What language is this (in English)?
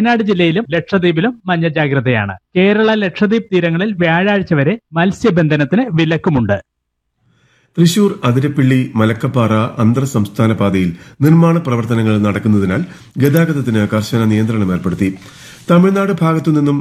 Malayalam